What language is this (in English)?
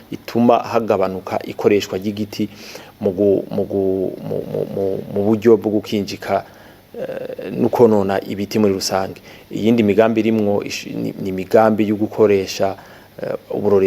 Rundi